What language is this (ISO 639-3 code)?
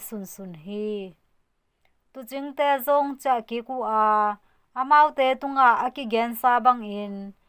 ctd